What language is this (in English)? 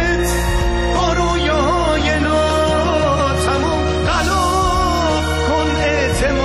Persian